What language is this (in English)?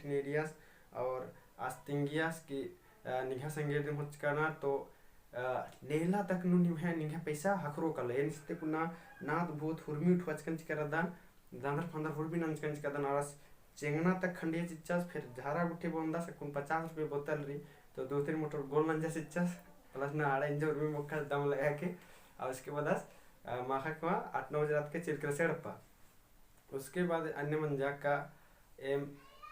Kurukh